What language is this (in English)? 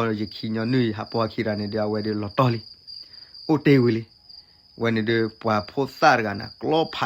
S'gaw Karen